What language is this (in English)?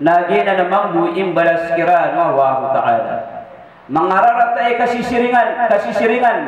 Maranao